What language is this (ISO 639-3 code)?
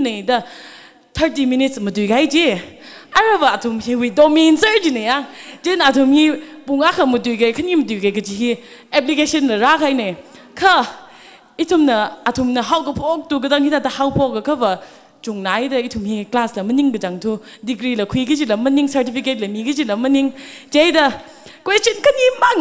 nmf